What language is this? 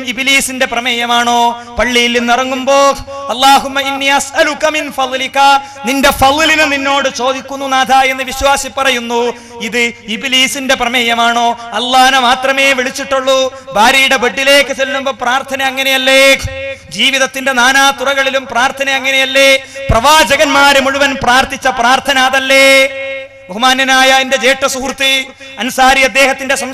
Malayalam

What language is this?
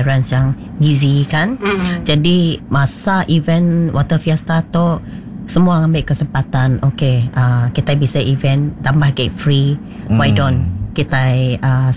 Iban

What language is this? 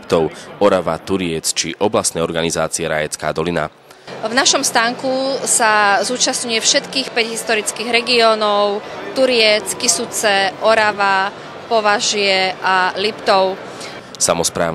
Slovak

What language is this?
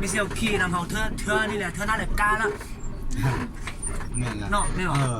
Lao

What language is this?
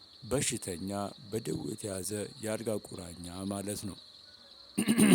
Amharic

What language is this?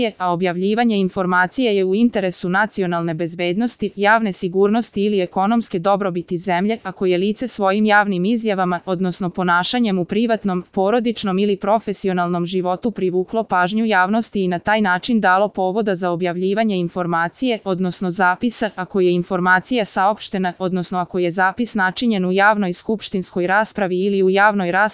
Serbian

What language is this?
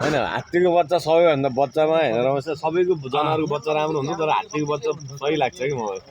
Nepali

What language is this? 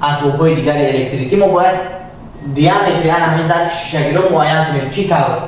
Tajik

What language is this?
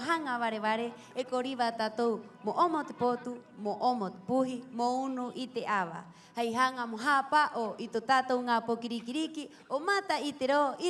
Rapanui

